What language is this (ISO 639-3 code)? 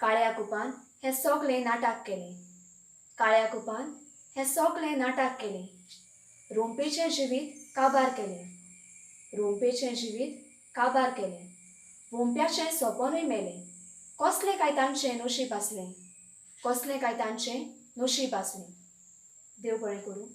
kok